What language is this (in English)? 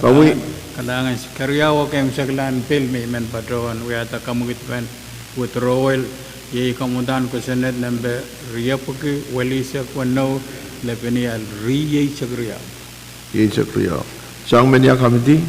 Pohnpeian